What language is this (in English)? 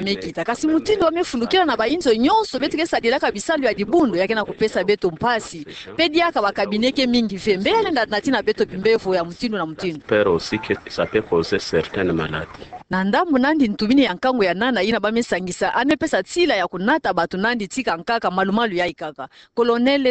Kituba (Democratic Republic of Congo)